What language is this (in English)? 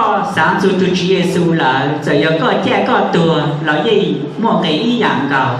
Hmong